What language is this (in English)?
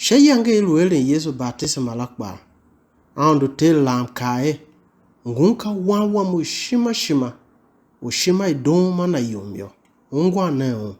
Tiv